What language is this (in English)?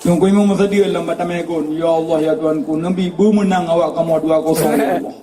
Achinese